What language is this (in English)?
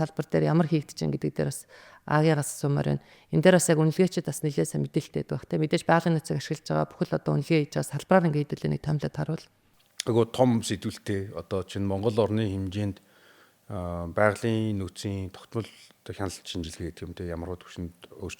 Mongolian